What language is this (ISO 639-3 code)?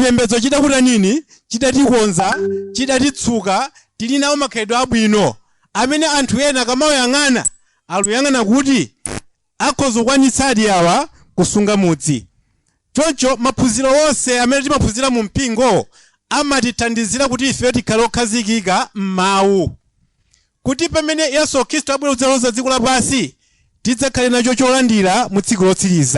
nya